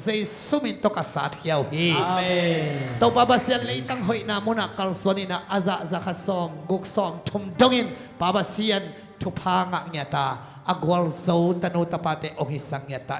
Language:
Tedim Chin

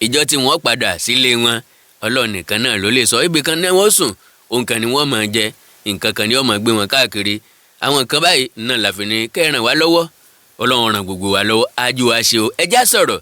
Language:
Yoruba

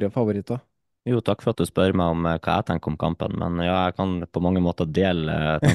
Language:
Norwegian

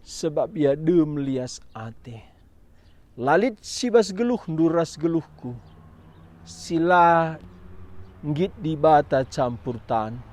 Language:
Batak Karo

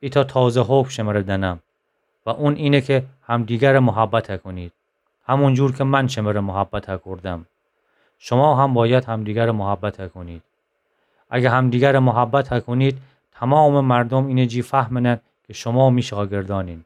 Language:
Gilaki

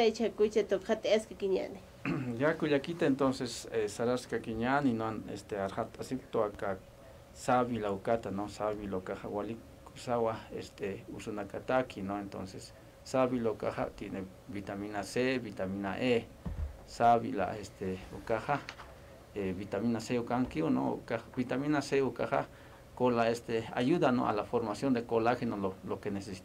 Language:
Aymara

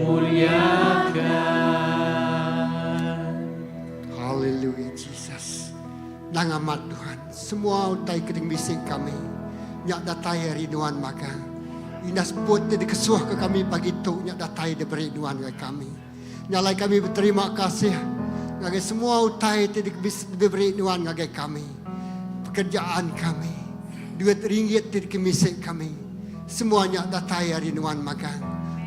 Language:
Iban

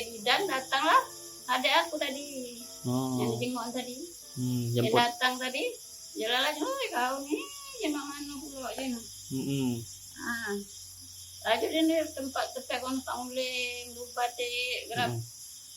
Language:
Musi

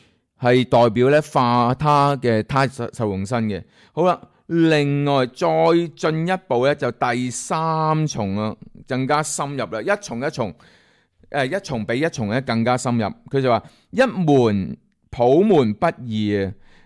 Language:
Cantonese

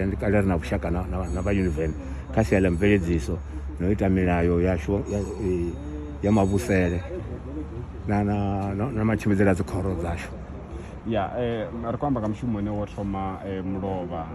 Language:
Venda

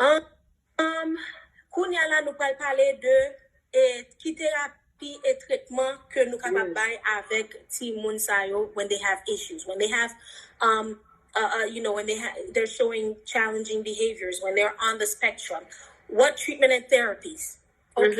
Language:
Haitian Creole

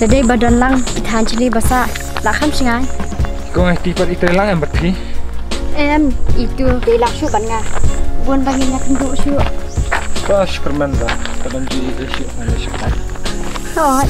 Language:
Khasi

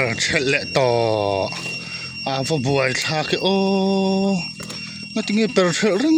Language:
Mizo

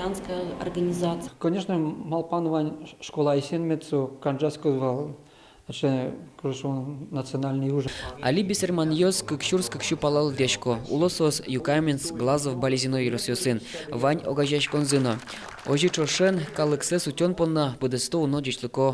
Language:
Udmurt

